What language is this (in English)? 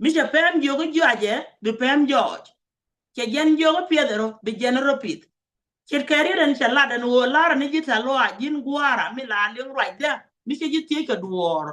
Nuer